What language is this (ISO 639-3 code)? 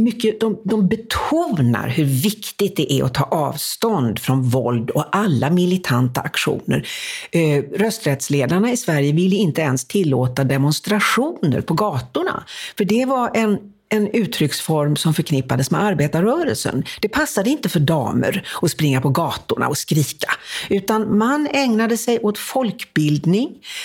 swe